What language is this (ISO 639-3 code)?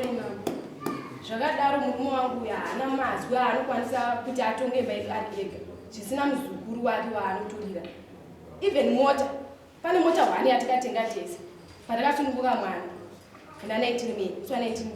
sna